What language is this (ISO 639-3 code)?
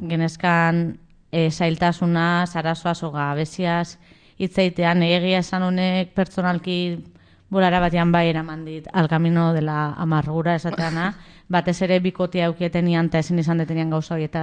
eus